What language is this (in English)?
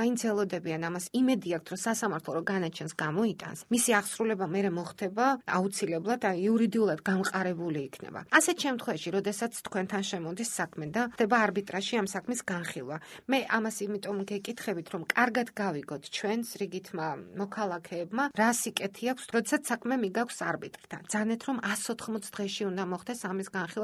Georgian